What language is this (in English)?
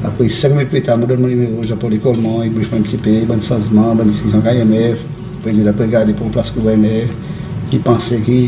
Seselwa Creole French